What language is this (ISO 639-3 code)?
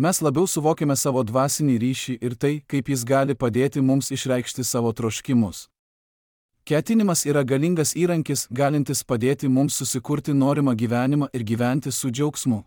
lit